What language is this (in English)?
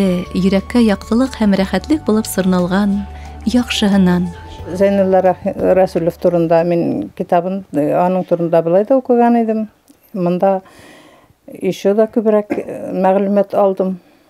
Bashkir